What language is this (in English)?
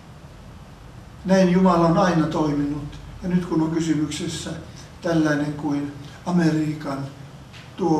Finnish